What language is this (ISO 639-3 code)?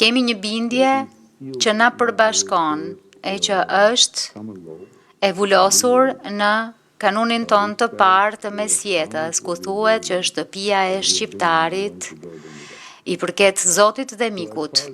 sqi